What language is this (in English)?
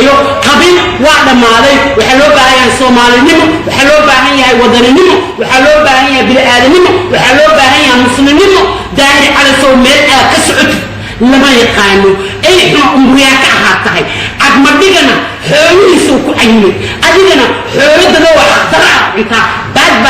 Somali